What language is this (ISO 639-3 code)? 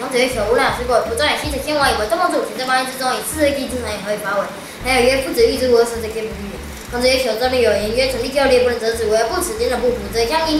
lzh